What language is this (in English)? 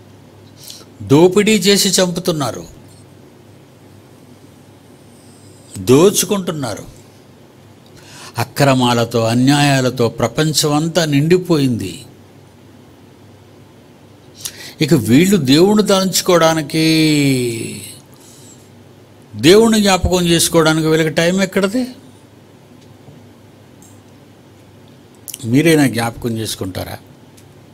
Telugu